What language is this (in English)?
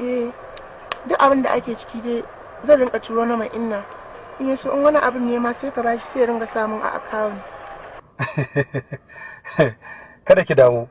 Hausa